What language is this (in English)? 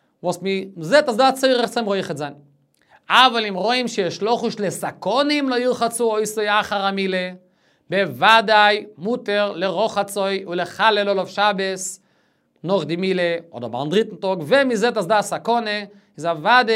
Yiddish